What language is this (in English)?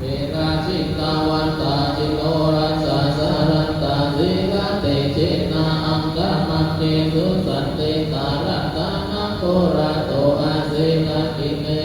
Pali